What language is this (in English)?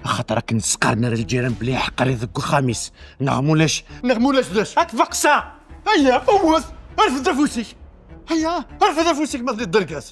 Kabyle